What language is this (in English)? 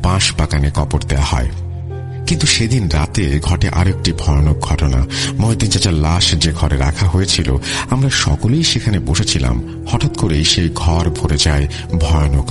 Bangla